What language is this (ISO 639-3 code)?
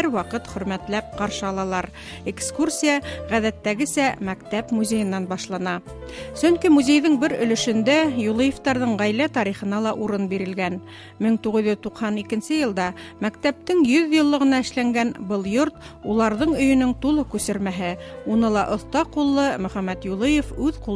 bak